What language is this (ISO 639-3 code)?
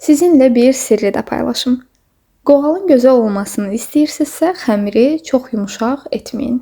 aze